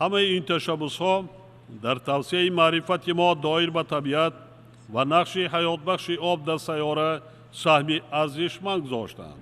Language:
Tajik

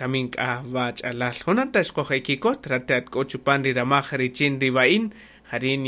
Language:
Kaqchikel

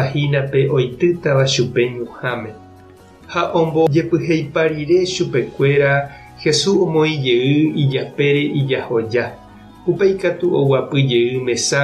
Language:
Guarani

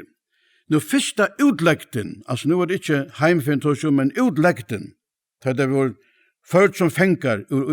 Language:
Faroese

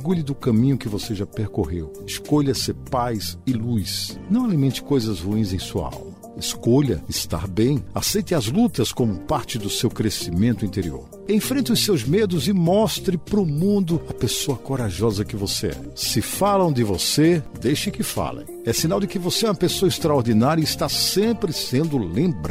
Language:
Portuguese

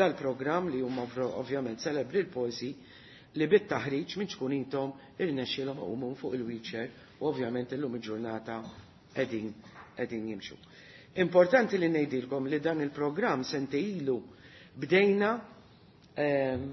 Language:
Maltese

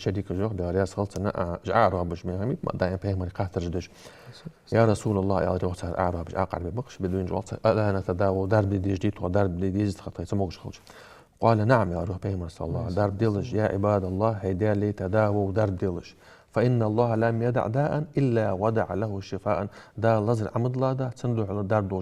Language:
Ingush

